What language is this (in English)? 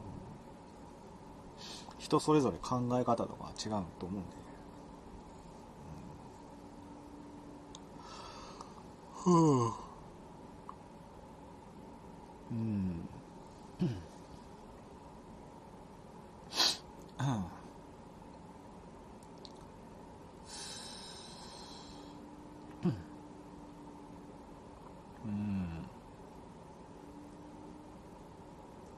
Japanese